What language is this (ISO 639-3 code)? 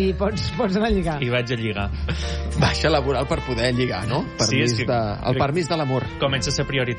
cat